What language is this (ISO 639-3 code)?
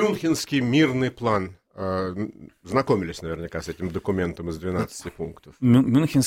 ukr